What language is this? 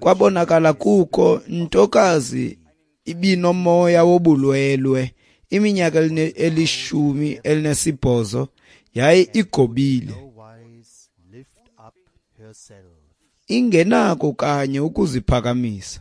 Xhosa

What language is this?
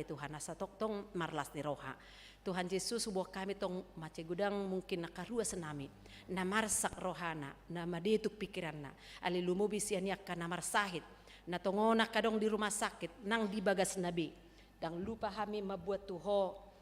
Batak Toba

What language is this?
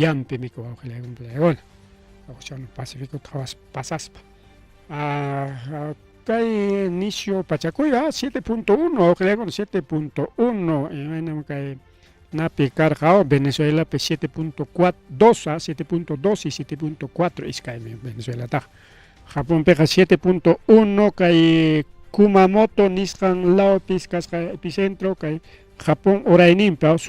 Ayacucho Quechua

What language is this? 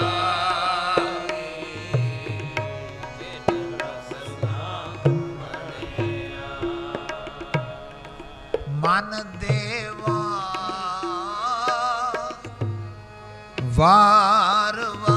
Punjabi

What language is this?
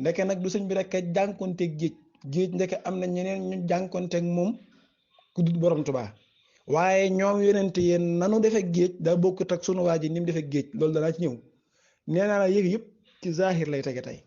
Wolof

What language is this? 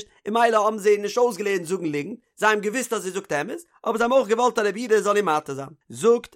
Yiddish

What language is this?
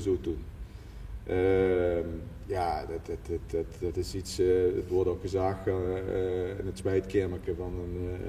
Limburgish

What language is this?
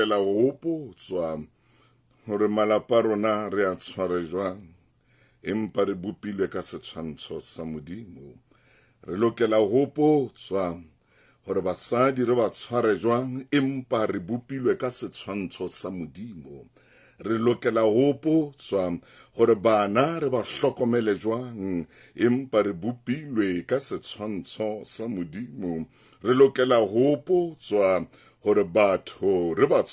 Southern Sotho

